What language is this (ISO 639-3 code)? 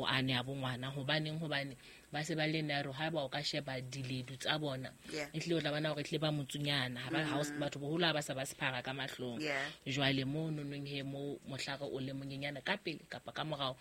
sot